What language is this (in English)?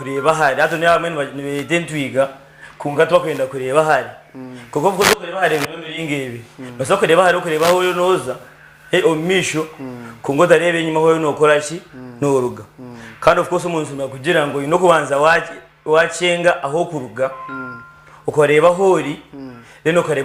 Nyankole